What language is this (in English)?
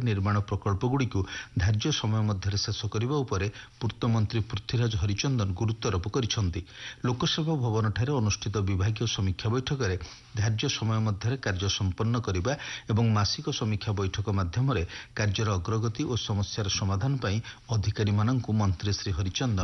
Odia